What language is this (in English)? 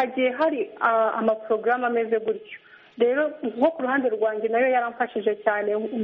Kinyarwanda